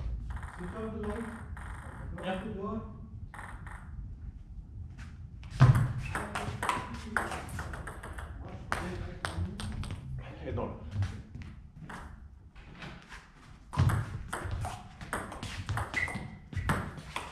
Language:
Swedish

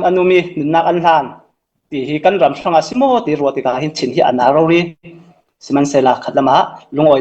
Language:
Falam Chin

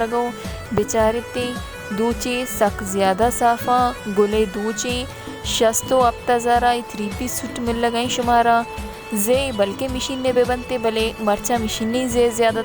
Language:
Baluchi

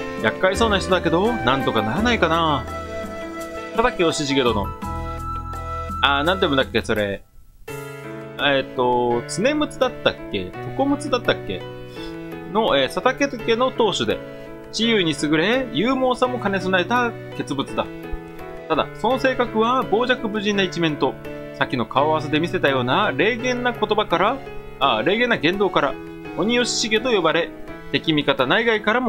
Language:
Japanese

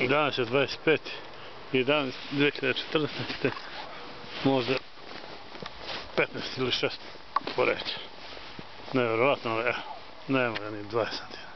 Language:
Bosnian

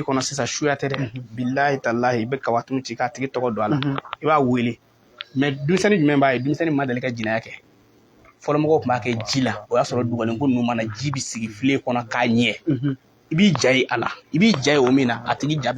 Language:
Bambara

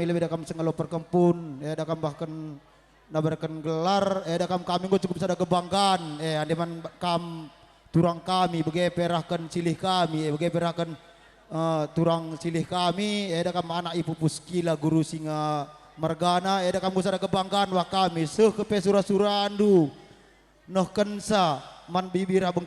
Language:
Batak Karo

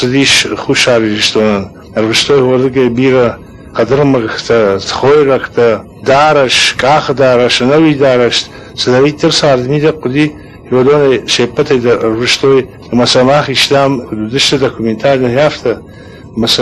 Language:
Ossetic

